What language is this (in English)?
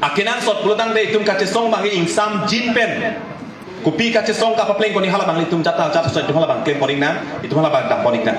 Karbi